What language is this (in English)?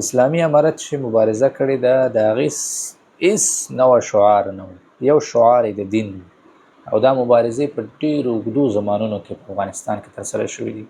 Pashto